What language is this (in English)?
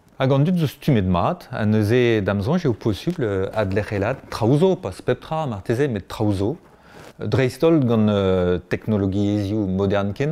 Breton